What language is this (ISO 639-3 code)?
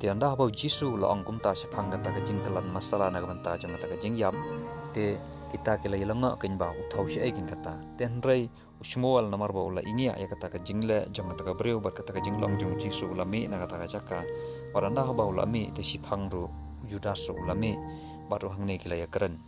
kha